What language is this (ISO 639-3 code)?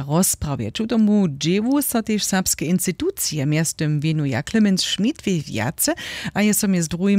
hsb